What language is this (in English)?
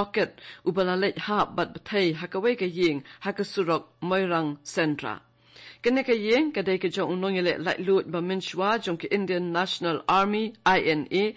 Khasi